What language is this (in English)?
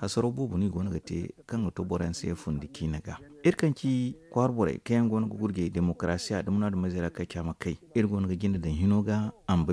Zarma